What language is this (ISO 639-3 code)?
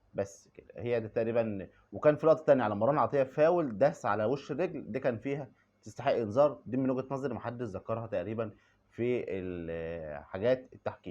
arz